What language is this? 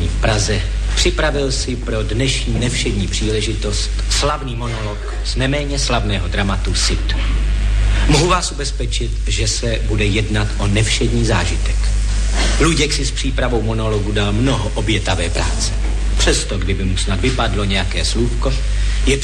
Czech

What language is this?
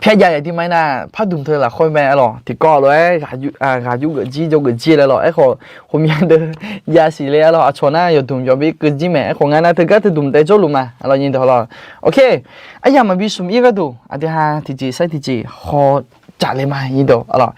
Akha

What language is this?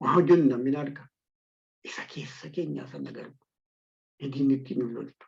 Oromo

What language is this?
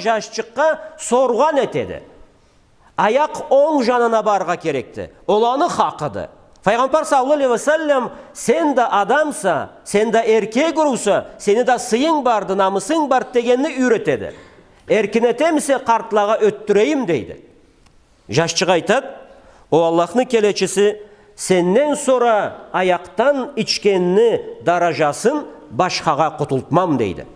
Karachay-Balkar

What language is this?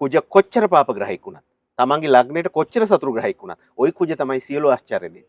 Sinhala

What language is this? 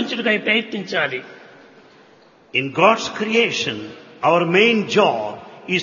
Telugu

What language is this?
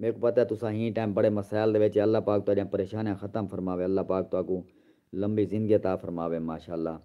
Saraiki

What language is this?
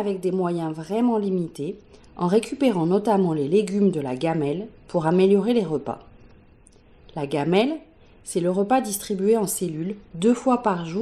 French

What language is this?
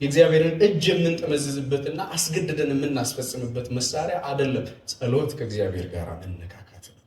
Amharic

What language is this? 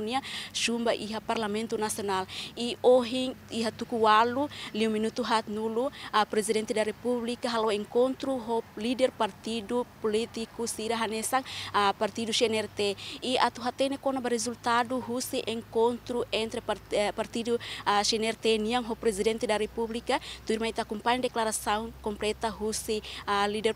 Tetum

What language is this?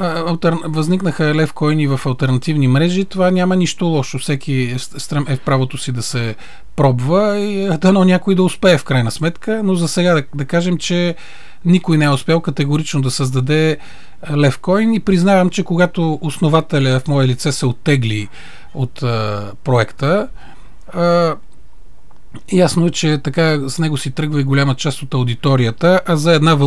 Bulgarian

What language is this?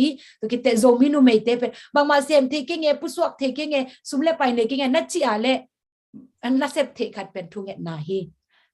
Tedim Chin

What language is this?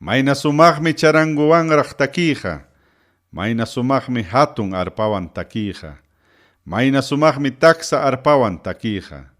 Ayacucho Quechua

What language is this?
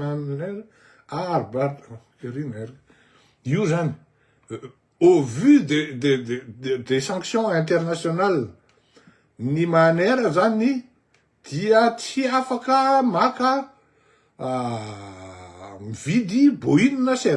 Malagasy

